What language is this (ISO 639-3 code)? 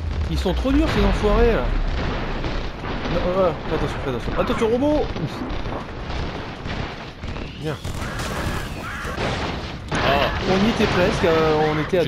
fra